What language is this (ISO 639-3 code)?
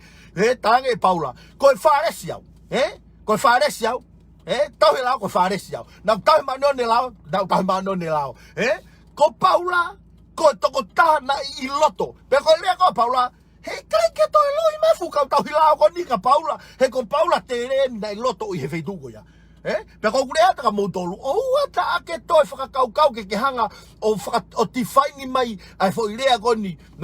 ton